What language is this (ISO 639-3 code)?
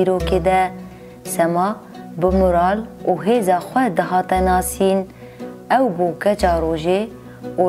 kur